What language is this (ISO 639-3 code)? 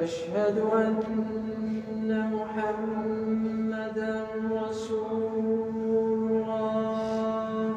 kab